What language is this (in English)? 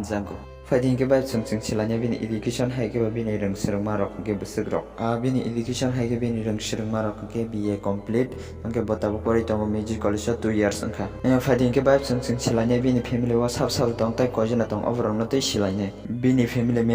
Kok Borok